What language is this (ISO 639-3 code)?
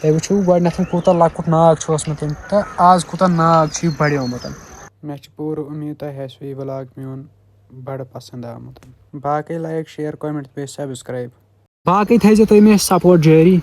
kas